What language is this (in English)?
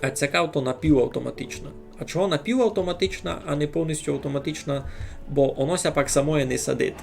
Rusyn